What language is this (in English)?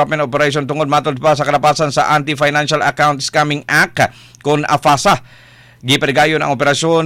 Cebuano